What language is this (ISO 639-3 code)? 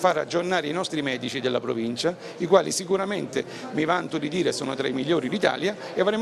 ita